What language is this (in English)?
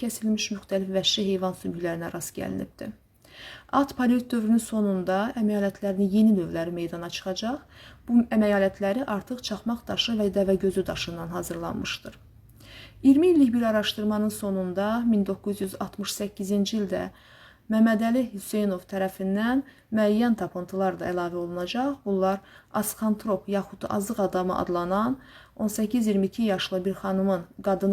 Azerbaijani